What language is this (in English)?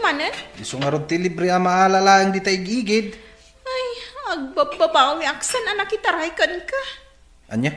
Iloko